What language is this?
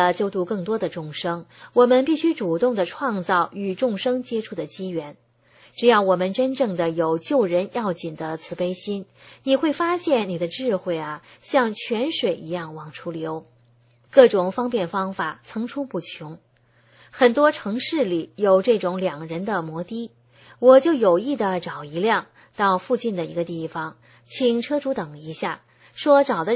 Chinese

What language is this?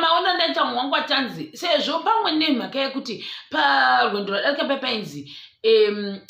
Shona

